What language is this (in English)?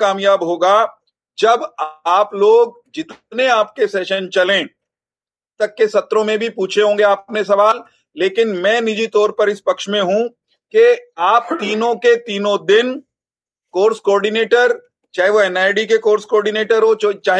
Hindi